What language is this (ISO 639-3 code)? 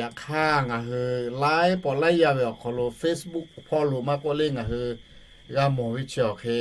lhu